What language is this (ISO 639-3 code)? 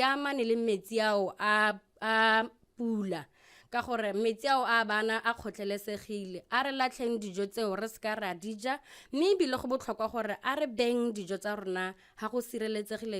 tsn